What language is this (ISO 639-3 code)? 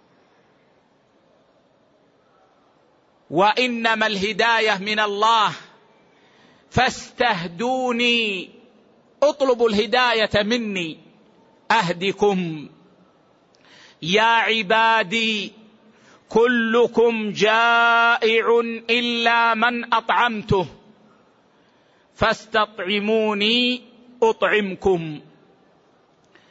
ara